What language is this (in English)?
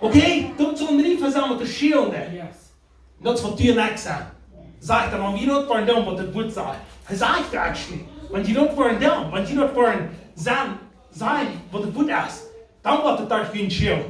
Plautdietsch